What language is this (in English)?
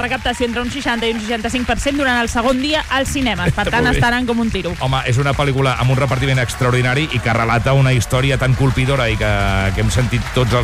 Catalan